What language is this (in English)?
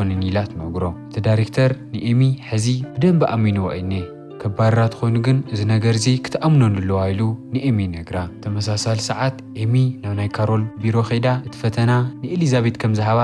Tigrinya